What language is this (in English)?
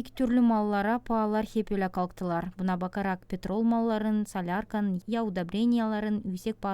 Gagauz